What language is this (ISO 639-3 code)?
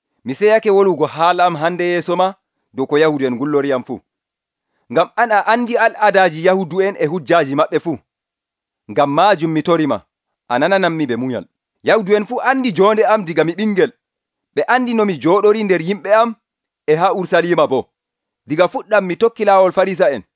fuv